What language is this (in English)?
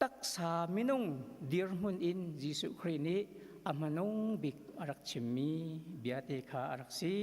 Hakha Chin